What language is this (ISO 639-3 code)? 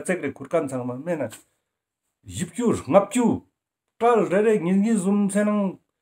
lbj